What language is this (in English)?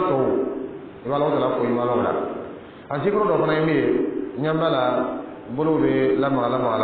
Dyula